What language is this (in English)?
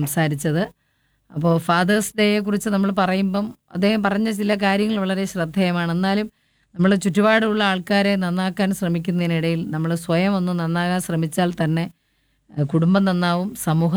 Malayalam